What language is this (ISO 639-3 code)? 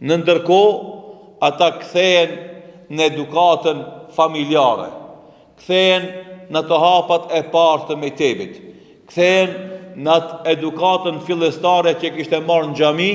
sqi